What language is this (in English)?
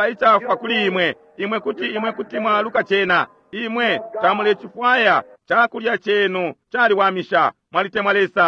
Bemba